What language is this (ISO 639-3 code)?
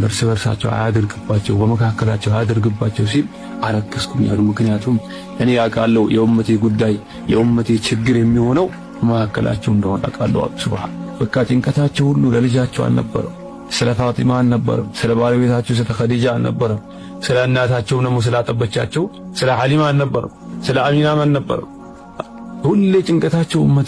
amh